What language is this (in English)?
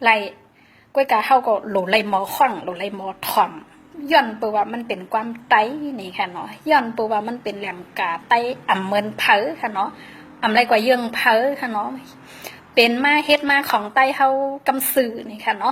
Shan